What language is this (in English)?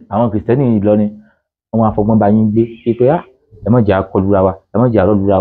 Yoruba